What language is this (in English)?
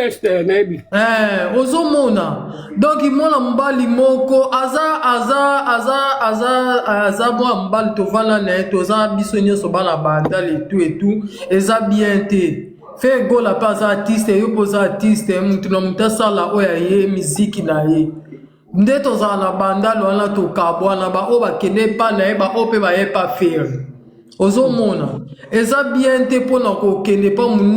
Lingala